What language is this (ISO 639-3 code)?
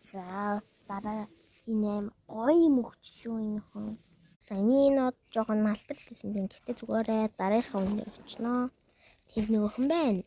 mon